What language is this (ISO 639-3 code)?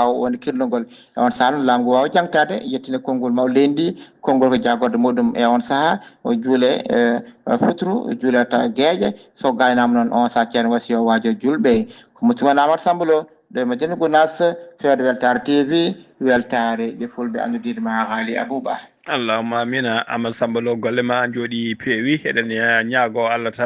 ful